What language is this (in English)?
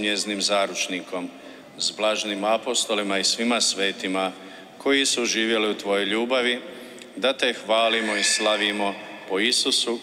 Croatian